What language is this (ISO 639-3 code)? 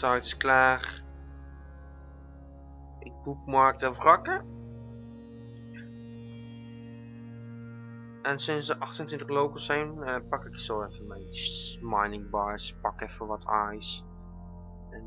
nld